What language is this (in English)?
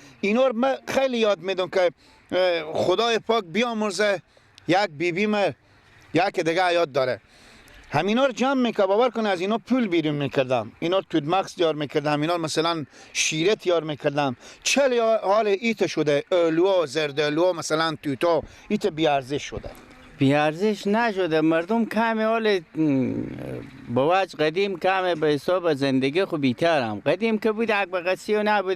Persian